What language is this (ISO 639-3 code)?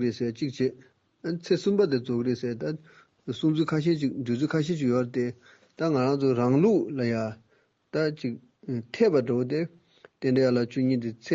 bod